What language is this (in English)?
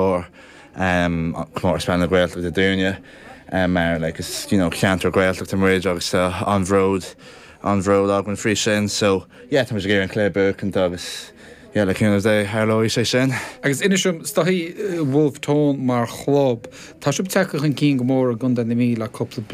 Irish